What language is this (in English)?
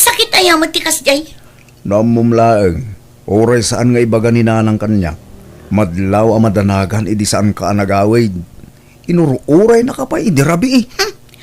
Iloko